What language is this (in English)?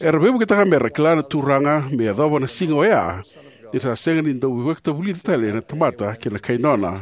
Fijian